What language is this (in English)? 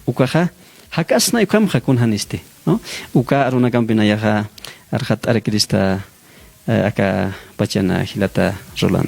Aymara